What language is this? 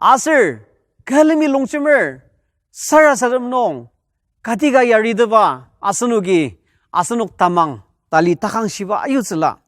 Ao Naga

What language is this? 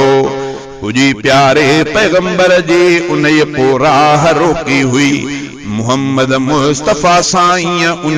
Sindhi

